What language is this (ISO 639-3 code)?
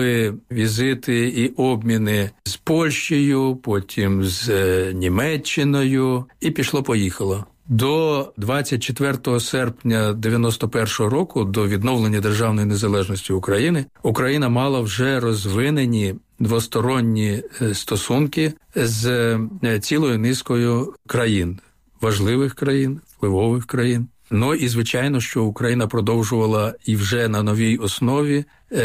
ukr